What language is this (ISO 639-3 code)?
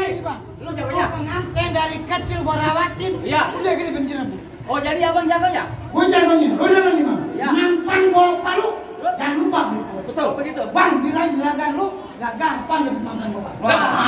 bew